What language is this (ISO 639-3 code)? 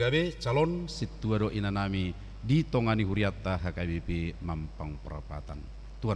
bbc